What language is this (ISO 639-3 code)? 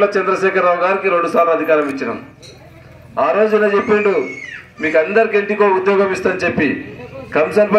tel